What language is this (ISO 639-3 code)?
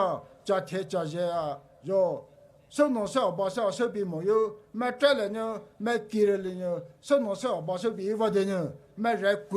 pmx